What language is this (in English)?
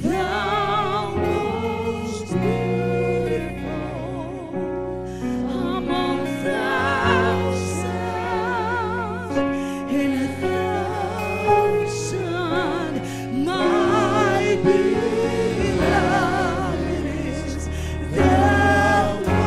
Hiligaynon